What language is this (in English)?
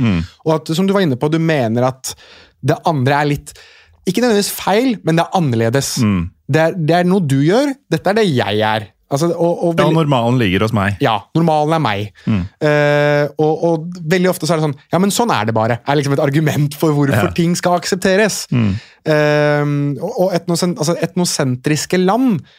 Norwegian